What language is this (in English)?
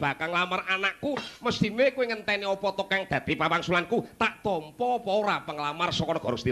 Javanese